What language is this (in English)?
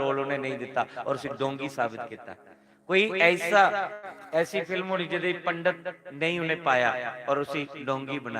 Dogri